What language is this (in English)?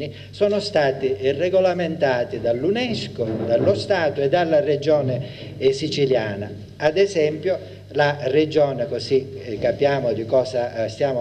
Italian